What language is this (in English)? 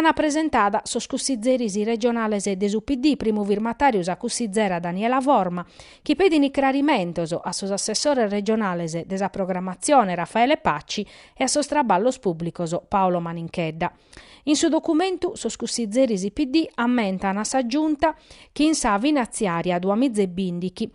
Sardinian